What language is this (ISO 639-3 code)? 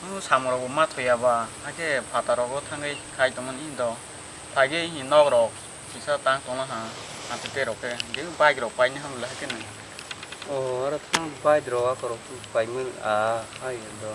trp